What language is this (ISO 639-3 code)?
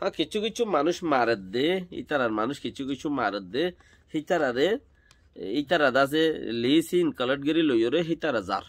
rhg